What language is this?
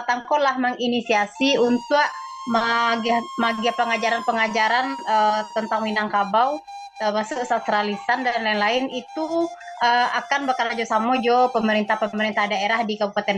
Minangkabau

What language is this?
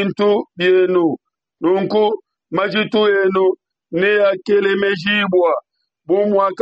Luba-Lulua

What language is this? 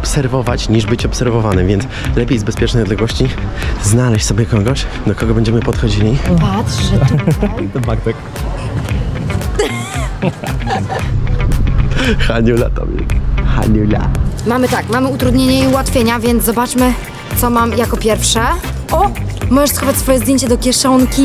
Polish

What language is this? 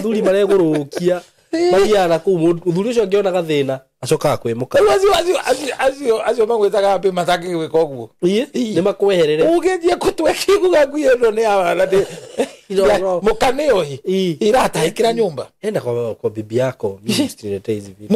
Kikuyu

